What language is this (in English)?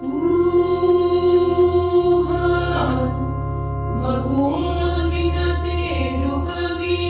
Batak Karo